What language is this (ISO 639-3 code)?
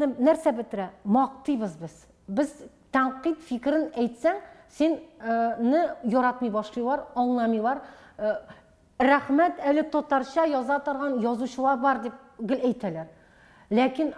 tat